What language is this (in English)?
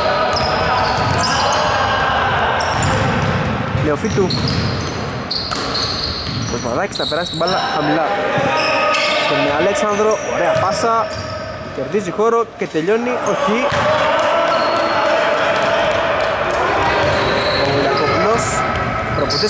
Greek